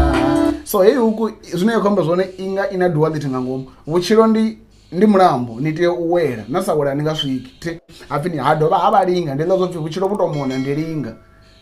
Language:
Venda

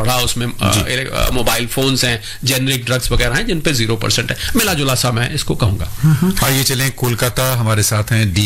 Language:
Hindi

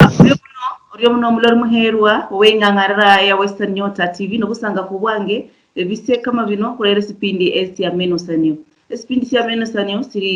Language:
Luyia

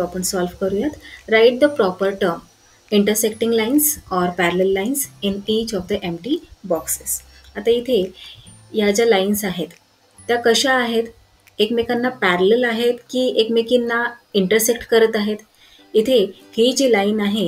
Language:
Marathi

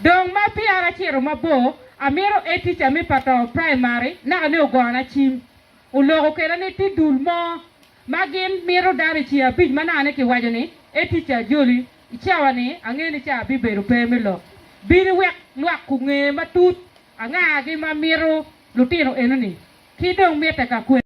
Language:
Acoli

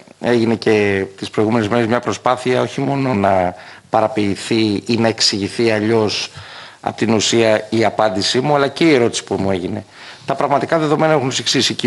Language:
Greek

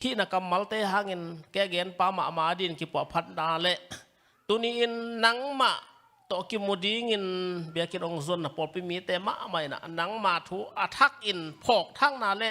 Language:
Tedim Chin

